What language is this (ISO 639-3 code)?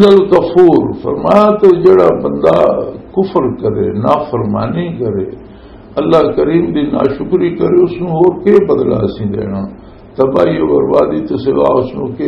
lah